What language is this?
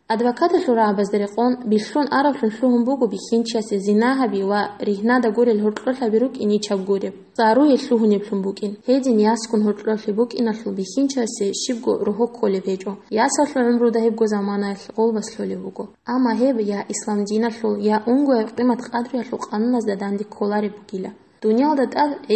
Avaric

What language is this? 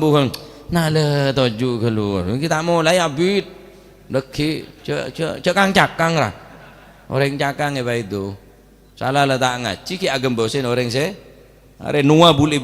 Madurese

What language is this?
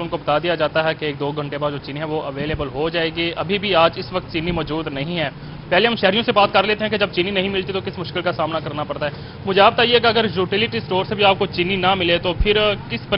Urdu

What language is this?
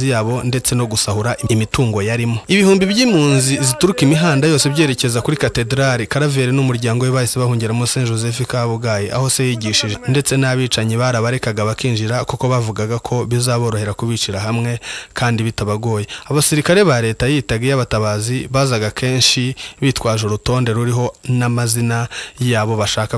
Kinyarwanda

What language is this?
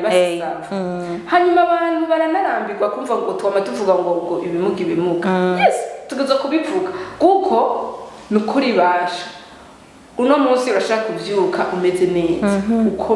Rundi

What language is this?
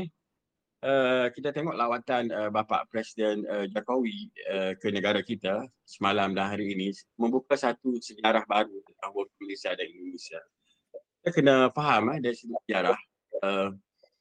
Malay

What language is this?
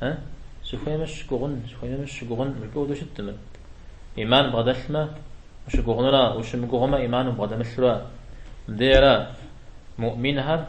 Kabardian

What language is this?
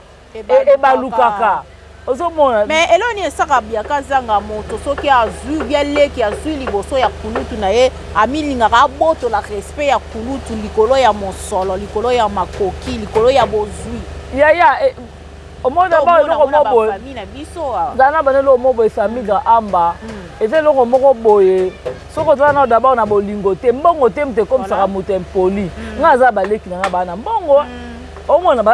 Lingala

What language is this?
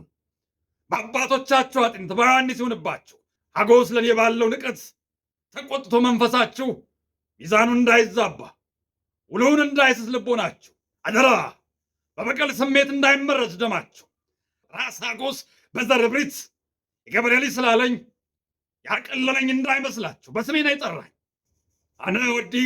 Amharic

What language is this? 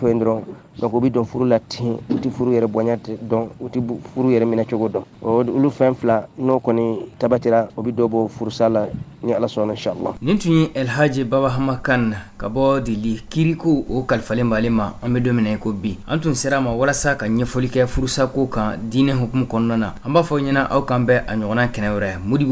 Bambara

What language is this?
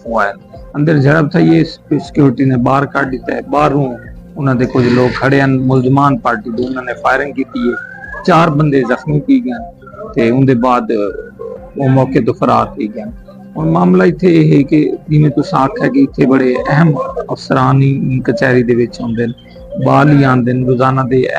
Saraiki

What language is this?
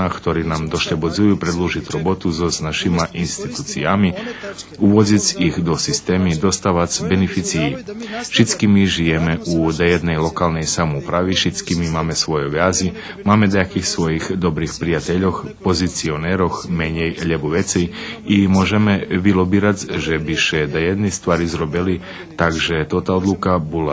Rusyn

